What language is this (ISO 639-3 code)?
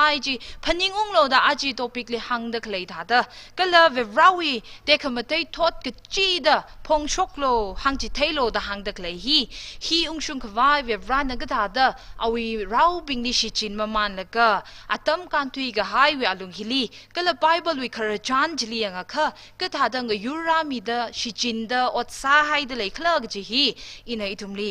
nmf